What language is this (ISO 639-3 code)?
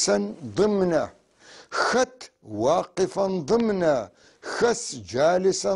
apc